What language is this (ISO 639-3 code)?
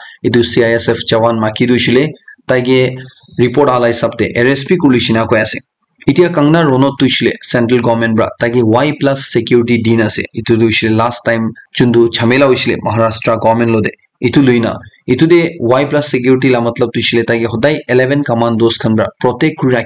nag